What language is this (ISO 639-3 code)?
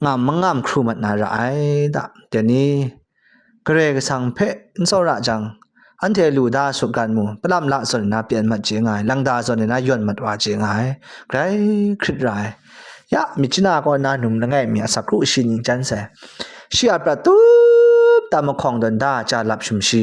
kac